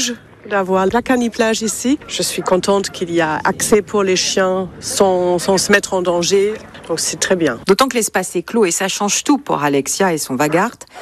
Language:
French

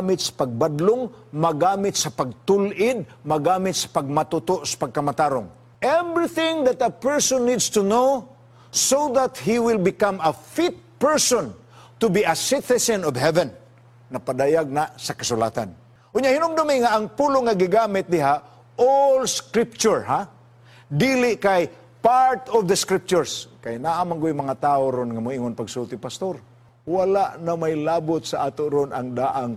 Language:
Cebuano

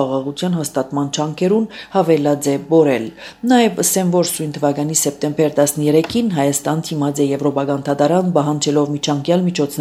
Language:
Armenian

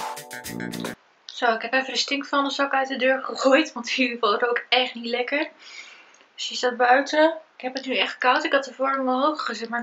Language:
Dutch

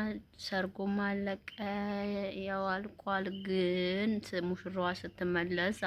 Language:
Amharic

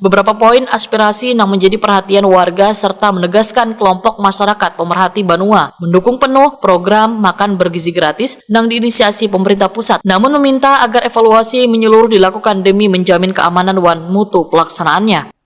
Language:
Banjar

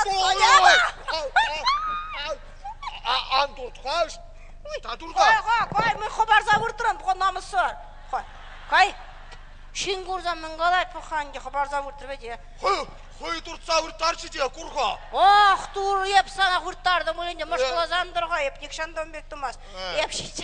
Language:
Chuvash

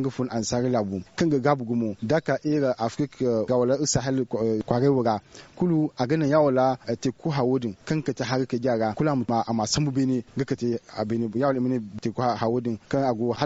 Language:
Zarma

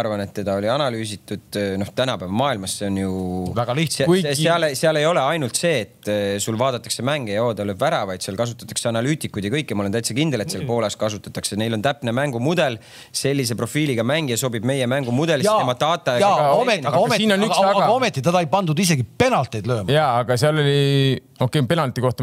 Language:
Estonian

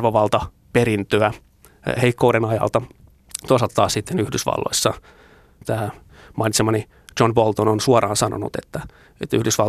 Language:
Finnish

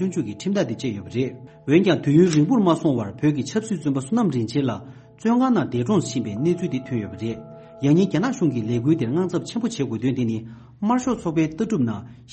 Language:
Tibetan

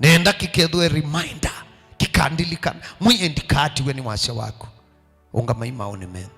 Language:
Kamba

